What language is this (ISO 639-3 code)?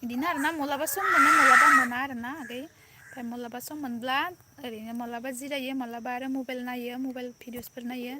brx